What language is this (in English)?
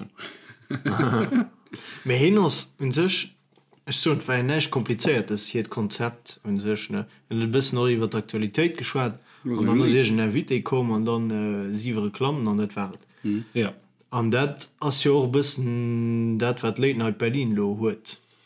Luxembourgish